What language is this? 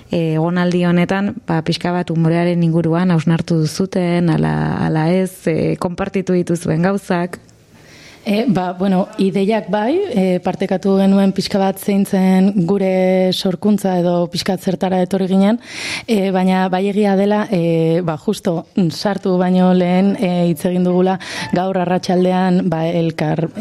Basque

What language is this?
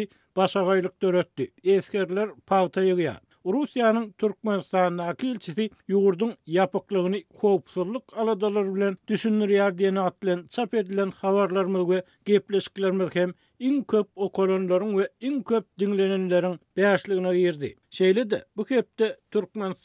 Turkmen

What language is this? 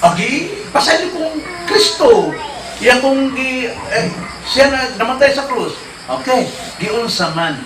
Cebuano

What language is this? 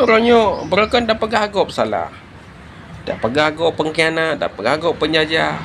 Achinese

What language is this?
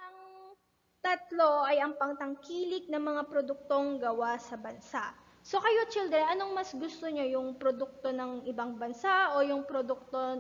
Filipino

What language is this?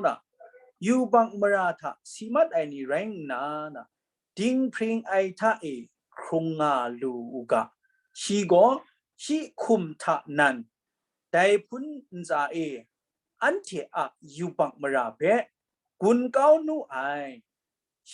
Kachin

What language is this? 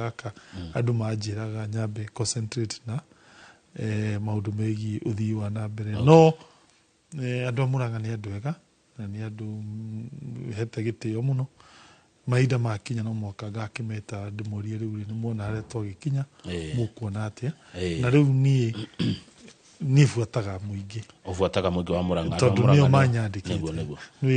Kikuyu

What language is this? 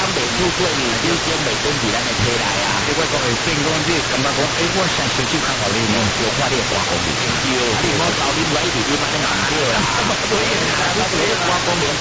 Min Nan Chinese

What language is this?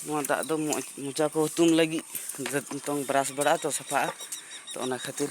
Santali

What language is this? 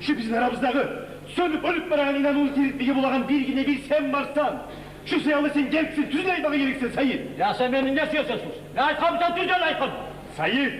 Kumyk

